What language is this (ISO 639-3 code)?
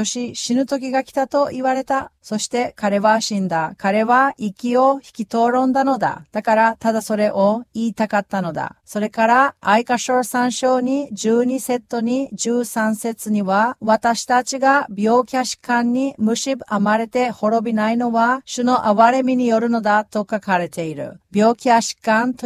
jpn